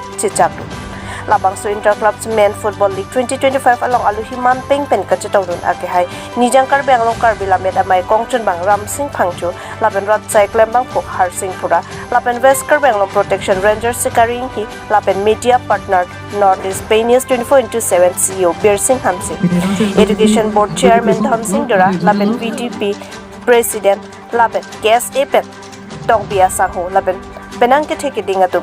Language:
Karbi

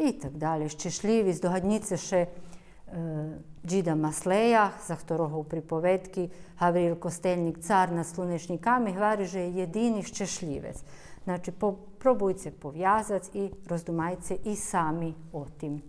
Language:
Rusyn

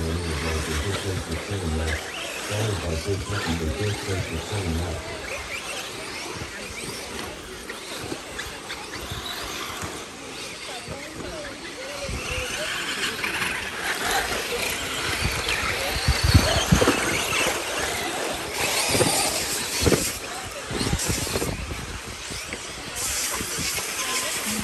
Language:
English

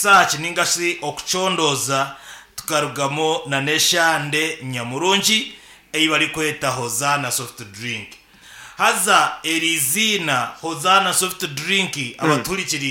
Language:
Nyankole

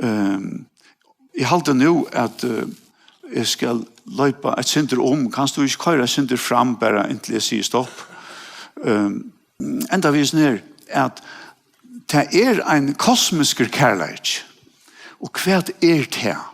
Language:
Faroese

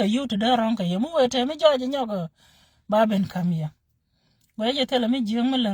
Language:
Nuer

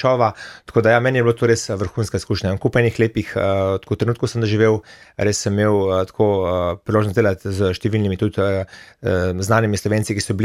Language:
Slovenian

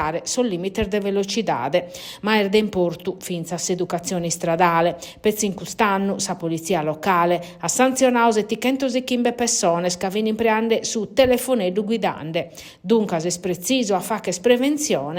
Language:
Sardinian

